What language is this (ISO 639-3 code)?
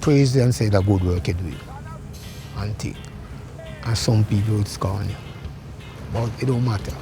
jam